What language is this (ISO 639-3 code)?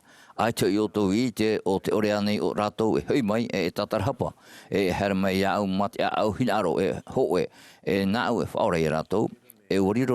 tah